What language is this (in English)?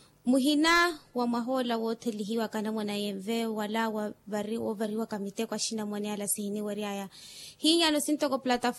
Makhuwa